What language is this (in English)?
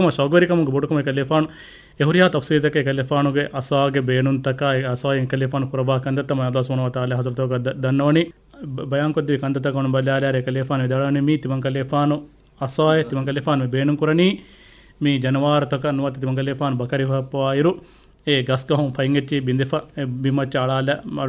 Divehi